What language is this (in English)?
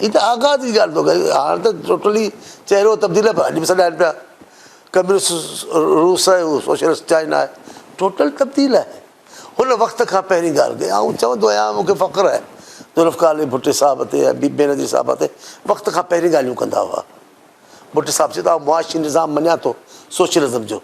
Sindhi